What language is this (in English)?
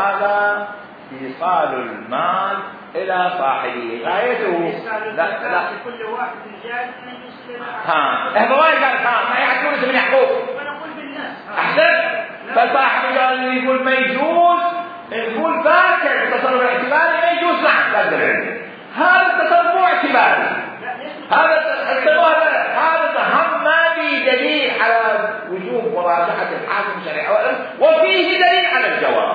Mesopotamian Arabic